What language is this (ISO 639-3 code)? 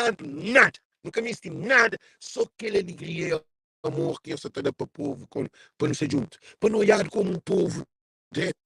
kea